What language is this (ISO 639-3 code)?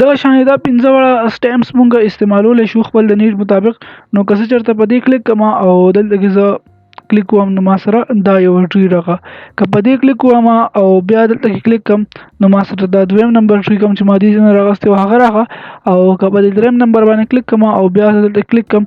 pus